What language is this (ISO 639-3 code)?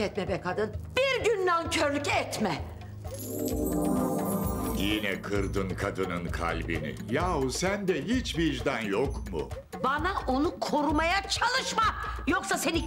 tur